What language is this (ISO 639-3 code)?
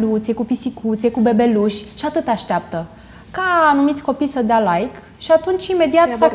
ron